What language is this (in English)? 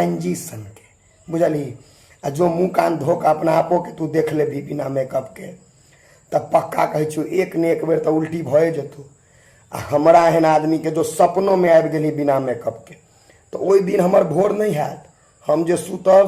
Maithili